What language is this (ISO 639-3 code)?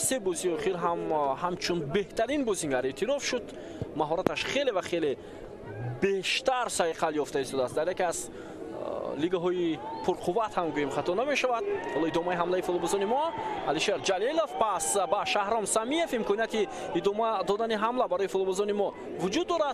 tgk